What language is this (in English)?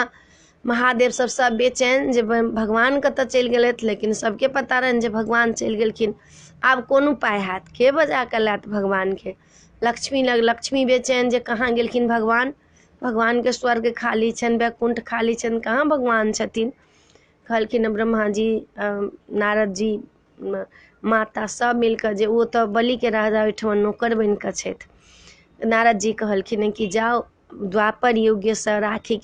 Maithili